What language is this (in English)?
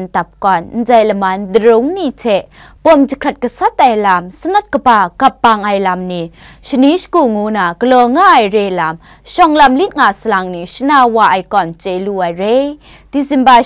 Kachin